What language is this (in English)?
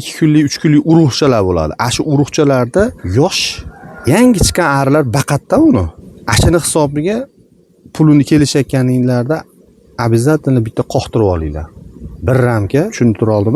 Uzbek